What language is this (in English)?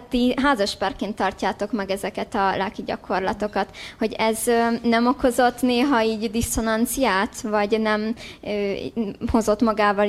Hungarian